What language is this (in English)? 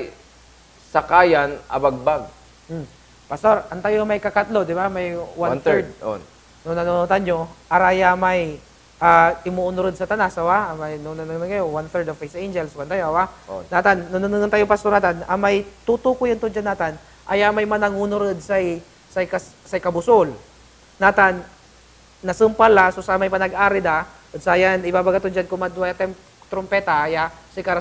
Pangasinan